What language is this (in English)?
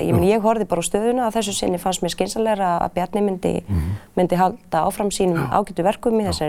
Icelandic